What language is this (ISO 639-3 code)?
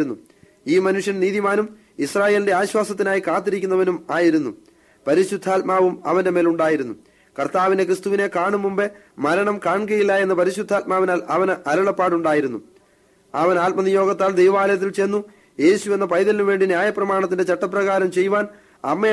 mal